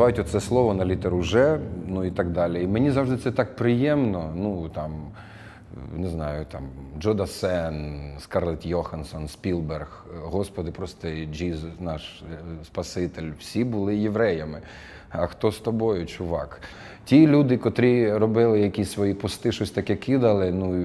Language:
Ukrainian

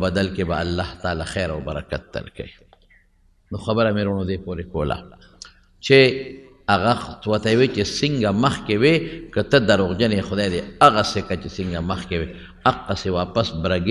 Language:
Pashto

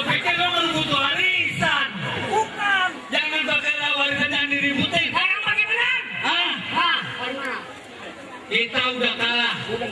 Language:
Betawi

